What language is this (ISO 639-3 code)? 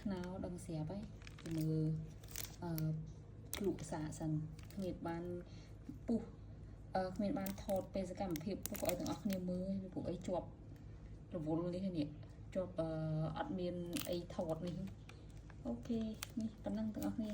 khm